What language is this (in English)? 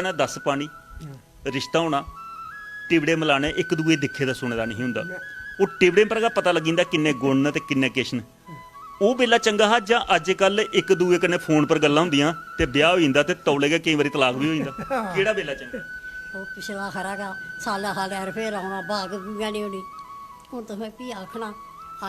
Dogri